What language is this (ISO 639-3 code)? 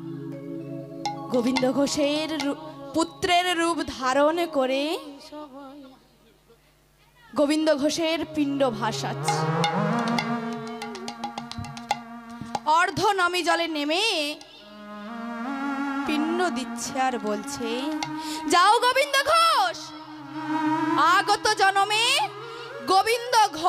ben